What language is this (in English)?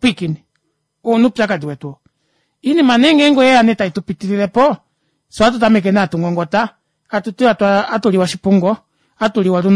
Kuanyama